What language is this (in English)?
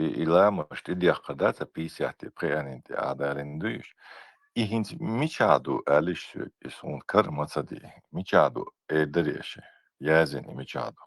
Chechen